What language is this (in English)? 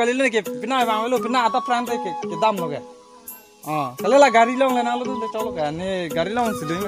Karbi